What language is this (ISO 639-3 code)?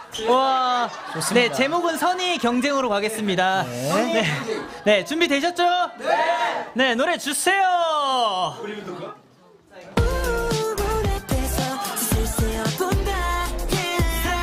kor